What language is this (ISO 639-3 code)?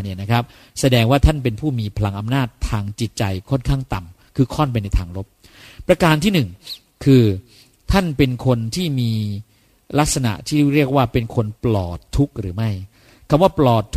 tha